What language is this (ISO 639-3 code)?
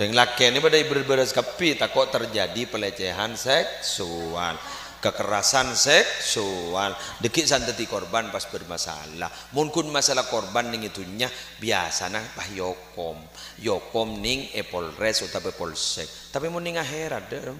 mad